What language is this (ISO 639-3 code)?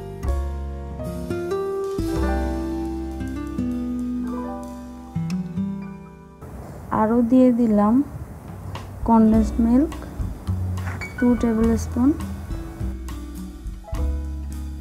ben